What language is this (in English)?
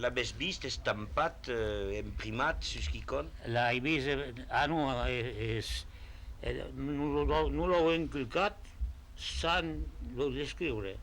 Occitan